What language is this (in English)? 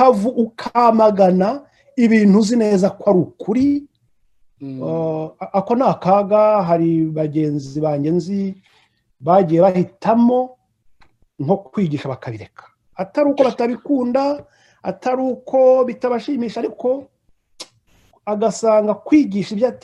Kinyarwanda